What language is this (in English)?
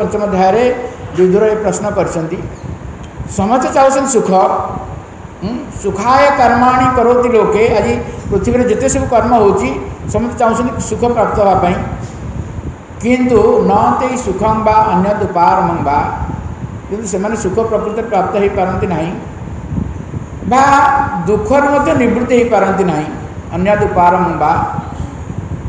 Odia